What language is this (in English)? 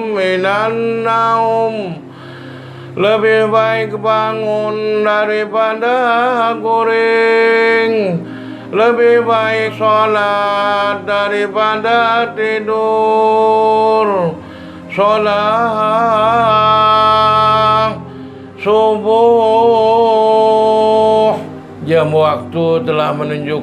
Banjar